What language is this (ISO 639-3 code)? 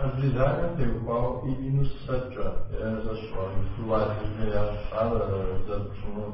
kbd